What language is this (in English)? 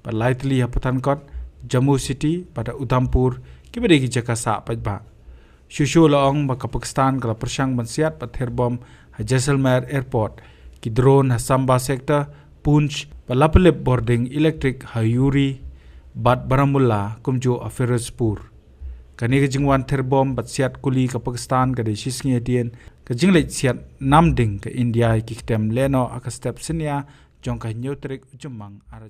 Khasi